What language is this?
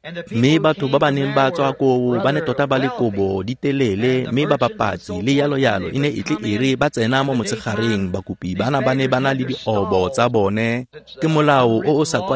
Tswana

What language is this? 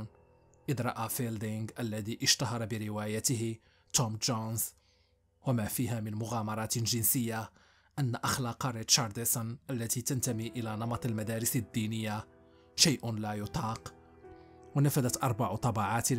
Arabic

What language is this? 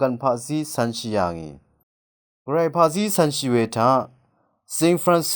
Rawang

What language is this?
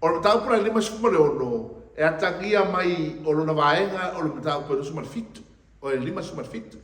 Samoan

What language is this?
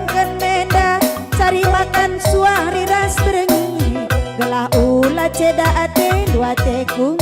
Batak Karo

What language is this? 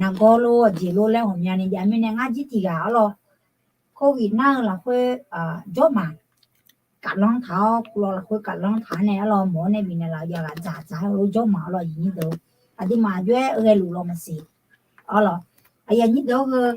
Akha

